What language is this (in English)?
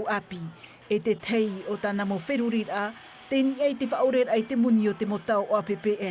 Tahitian